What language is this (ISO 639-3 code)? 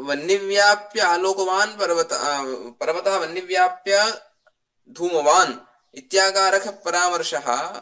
san